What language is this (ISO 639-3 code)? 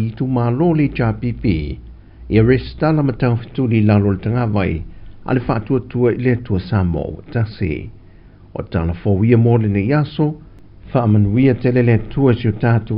smo